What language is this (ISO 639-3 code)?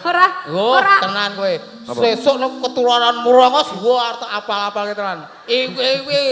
jav